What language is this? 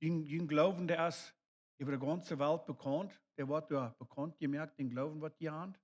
Plautdietsch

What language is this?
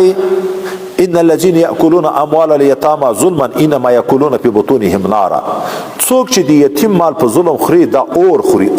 Pashto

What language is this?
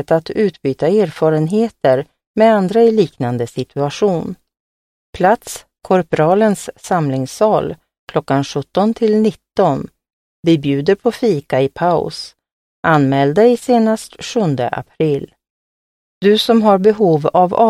Swedish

